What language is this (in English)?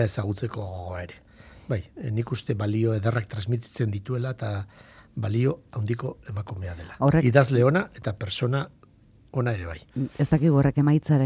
Basque